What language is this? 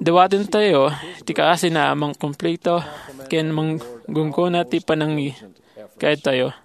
Iloko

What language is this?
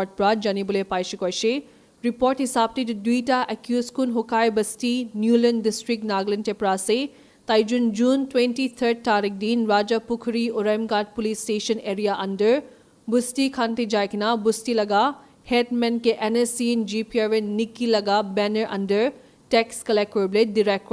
Naga Pidgin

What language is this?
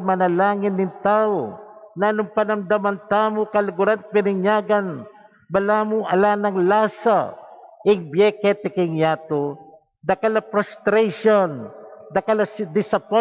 Pampanga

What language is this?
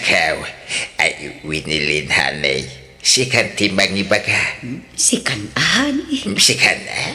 Iloko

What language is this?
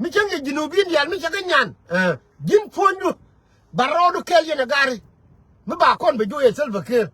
Nuer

